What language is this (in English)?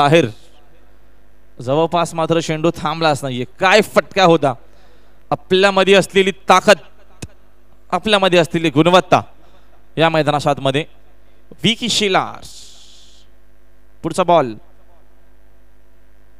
Marathi